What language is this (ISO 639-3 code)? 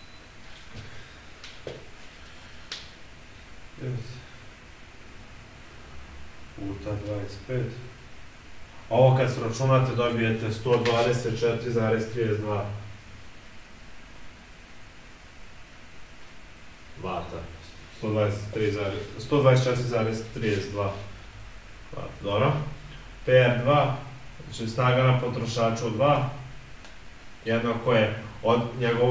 srp